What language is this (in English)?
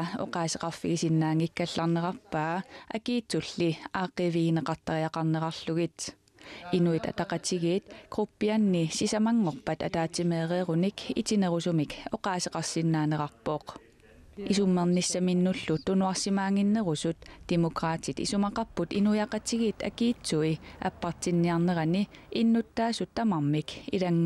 Kalaallisut